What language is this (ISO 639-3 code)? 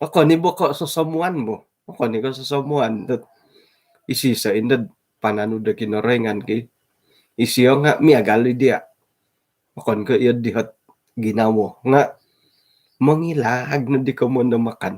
dtp